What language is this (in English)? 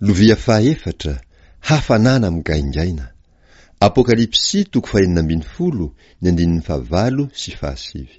Malagasy